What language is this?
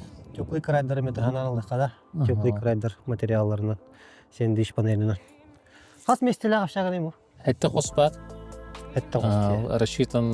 Yakut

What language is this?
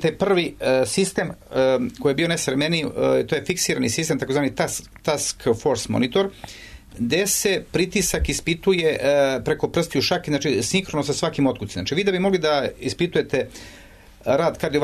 Serbian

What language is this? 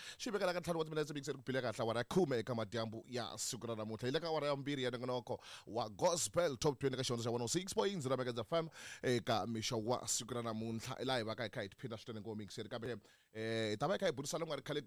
Tsonga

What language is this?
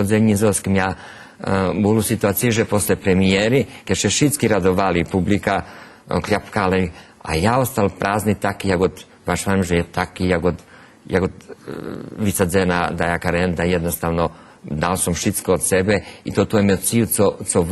Rusyn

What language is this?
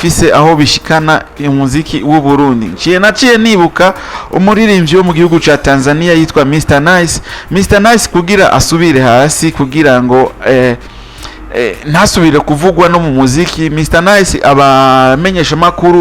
Rundi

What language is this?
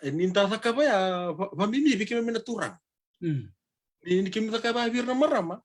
Fijian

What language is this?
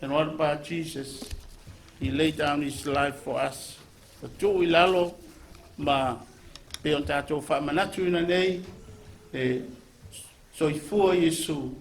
Samoan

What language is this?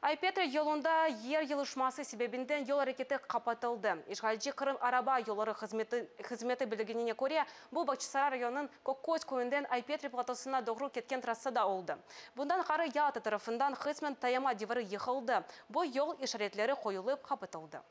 Crimean Tatar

